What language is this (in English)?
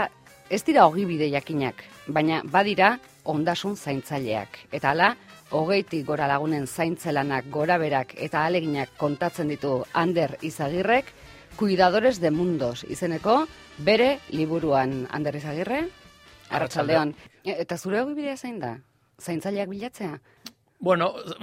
Basque